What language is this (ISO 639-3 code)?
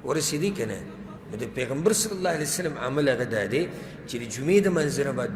pus